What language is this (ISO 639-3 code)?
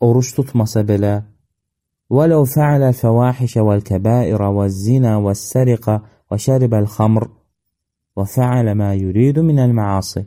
aze